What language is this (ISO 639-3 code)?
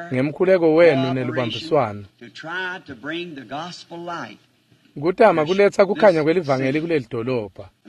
ssw